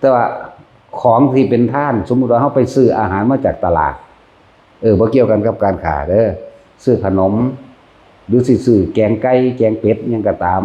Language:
Northeastern Thai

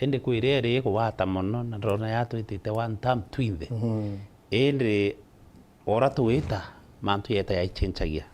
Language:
Meru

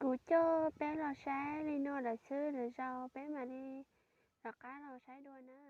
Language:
Hmong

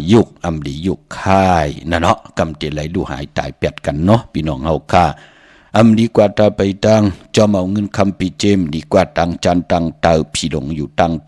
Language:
Shan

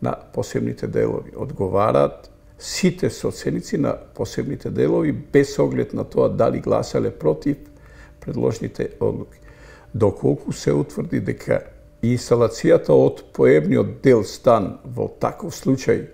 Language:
Macedonian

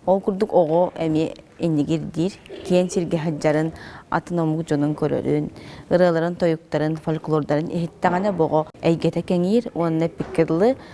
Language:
Yakut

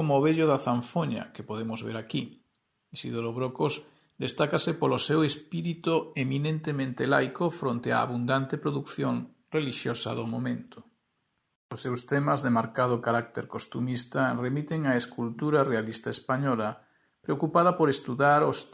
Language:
Galician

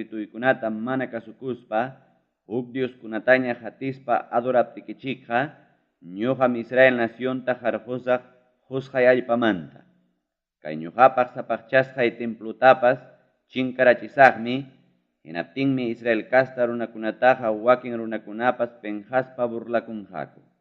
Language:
Ayacucho Quechua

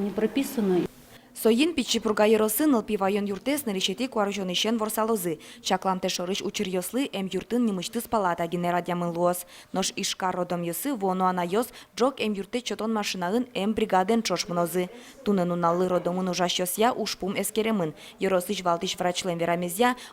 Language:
Udmurt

